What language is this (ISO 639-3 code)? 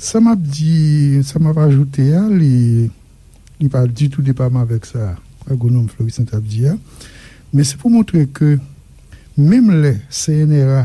hat